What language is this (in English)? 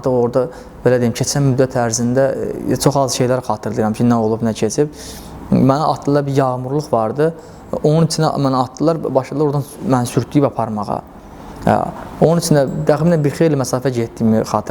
Azerbaijani